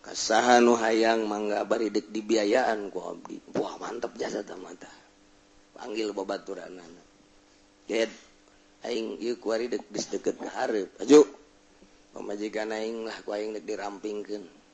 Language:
Sundanese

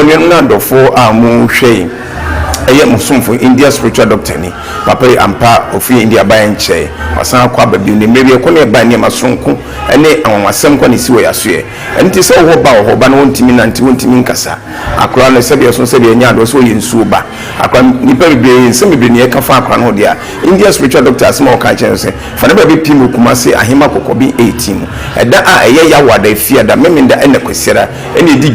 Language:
Akan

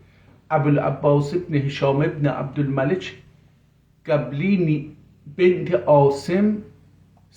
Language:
South Azerbaijani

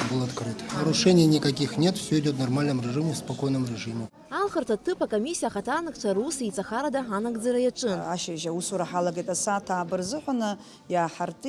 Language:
Abkhazian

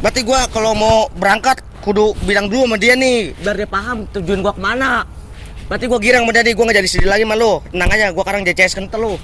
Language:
Betawi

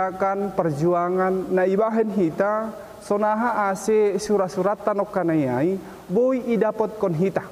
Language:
Batak Simalungun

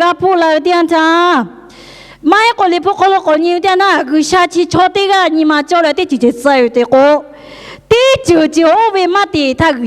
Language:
Lahu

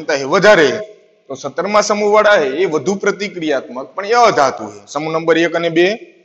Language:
Gujarati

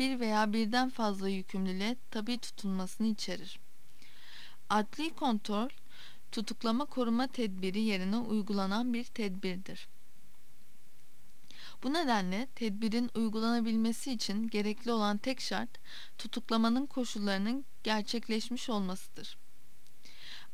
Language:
Turkish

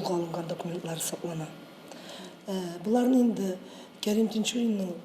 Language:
Tatar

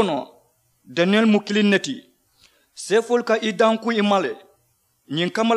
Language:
Mandingo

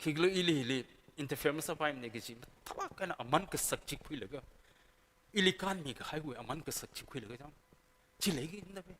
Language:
Tangkhul Naga (India)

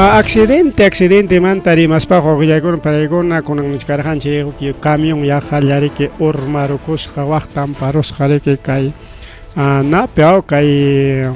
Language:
Ayacucho Quechua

